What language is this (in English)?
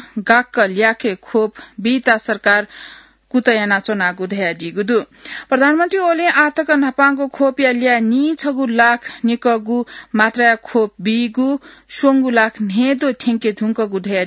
Newari